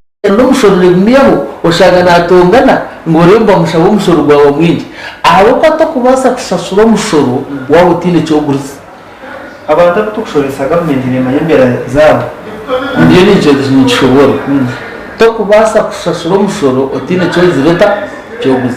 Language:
Nyankole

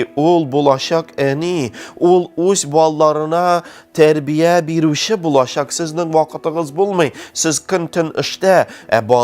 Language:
Tatar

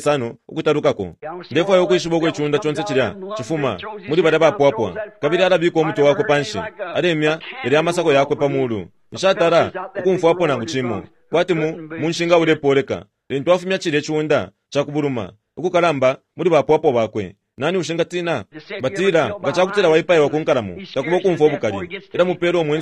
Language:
Bemba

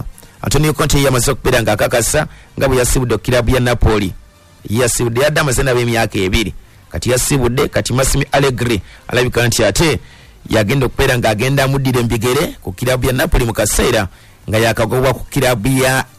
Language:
Ganda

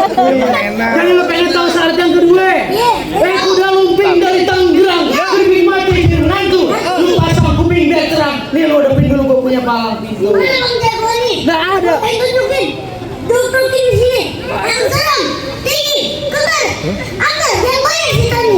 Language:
Betawi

